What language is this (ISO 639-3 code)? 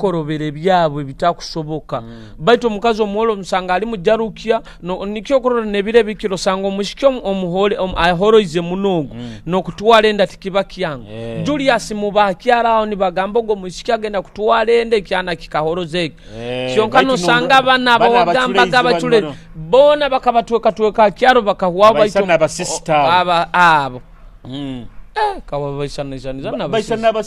nyo